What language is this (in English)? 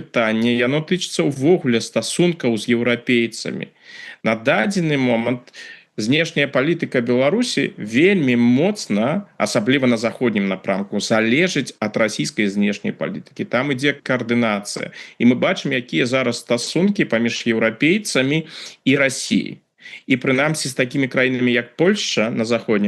Belarusian